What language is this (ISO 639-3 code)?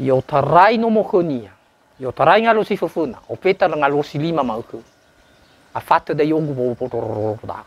nia